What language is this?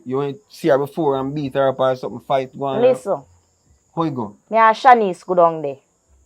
Jamaican Creole English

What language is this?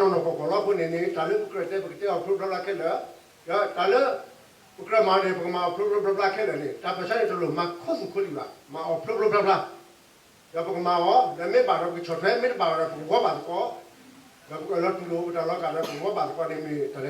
S'gaw Karen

